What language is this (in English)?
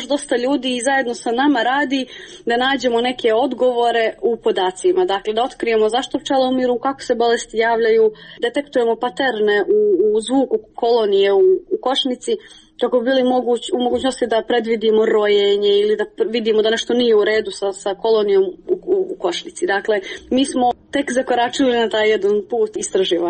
Serbian